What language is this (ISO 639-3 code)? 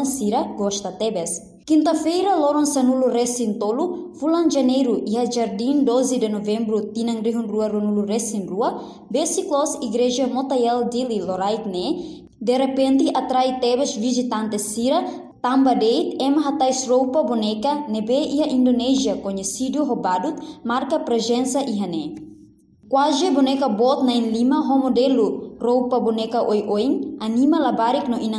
tet